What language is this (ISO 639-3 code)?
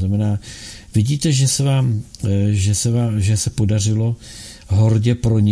ces